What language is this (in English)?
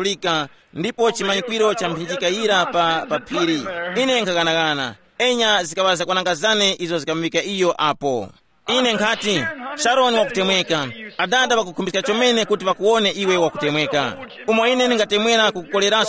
Tumbuka